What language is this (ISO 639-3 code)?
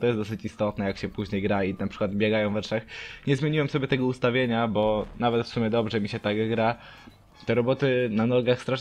pol